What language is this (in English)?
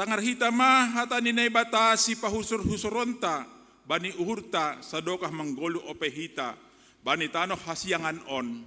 Batak Simalungun